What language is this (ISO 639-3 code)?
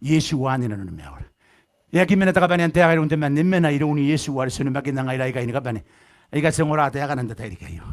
gil